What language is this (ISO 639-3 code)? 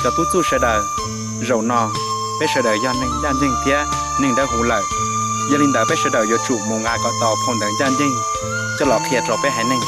hmn